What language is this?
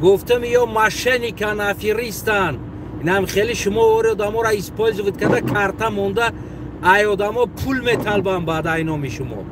Tajik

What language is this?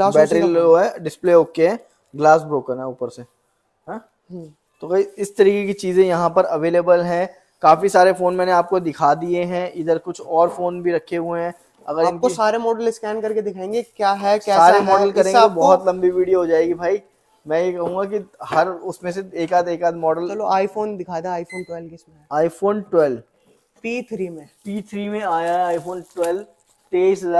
Hindi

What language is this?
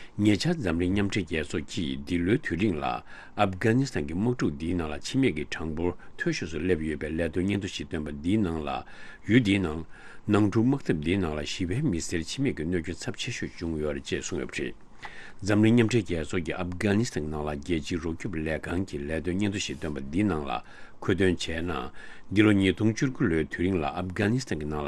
Tibetan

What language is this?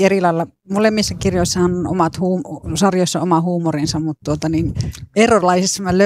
Finnish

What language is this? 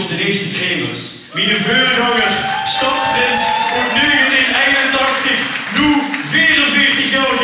Limburgish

